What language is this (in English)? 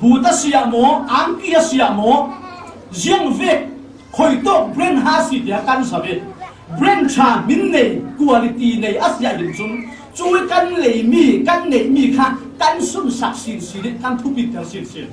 Falam Chin